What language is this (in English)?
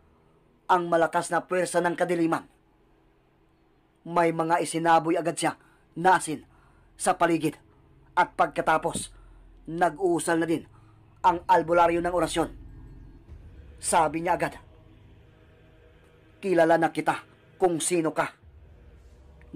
Filipino